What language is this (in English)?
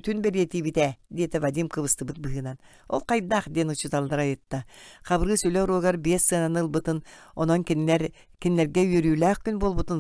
Yakut